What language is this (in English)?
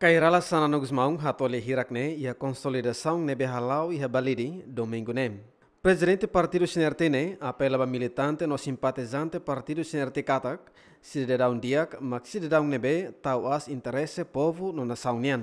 Tetum